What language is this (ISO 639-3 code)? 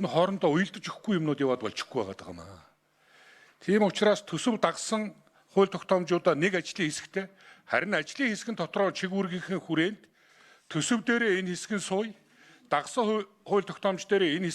mon